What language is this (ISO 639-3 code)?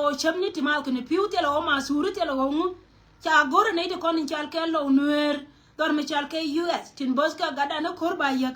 nus